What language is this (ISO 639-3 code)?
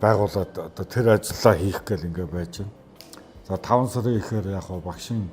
mon